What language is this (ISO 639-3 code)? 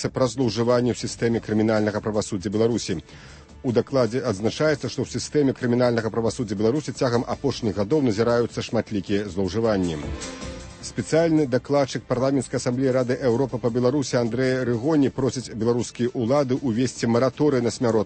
bel